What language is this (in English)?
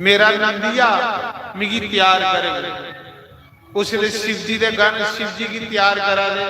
Dogri